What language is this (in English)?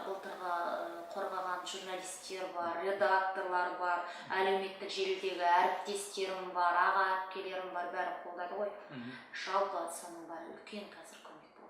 Kazakh